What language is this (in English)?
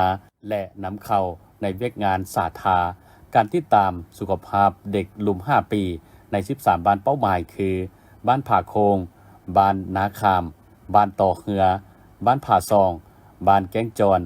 Lao